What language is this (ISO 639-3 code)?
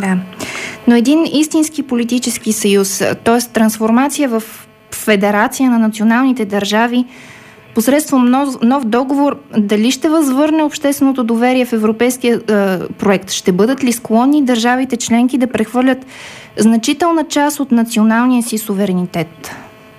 bul